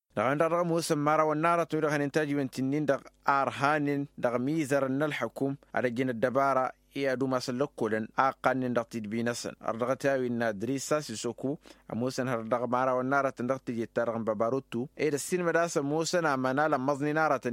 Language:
Tamasheq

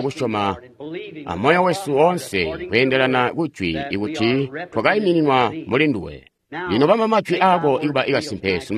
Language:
Tonga (Zambia)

